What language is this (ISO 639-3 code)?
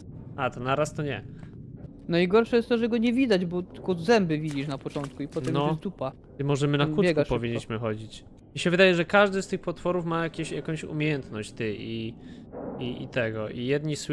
pol